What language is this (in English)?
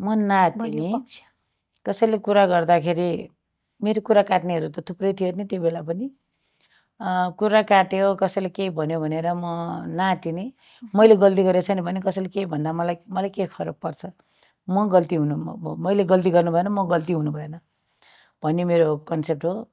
Nepali